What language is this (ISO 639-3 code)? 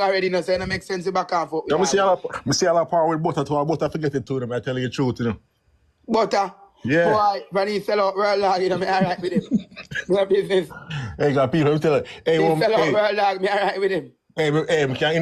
jam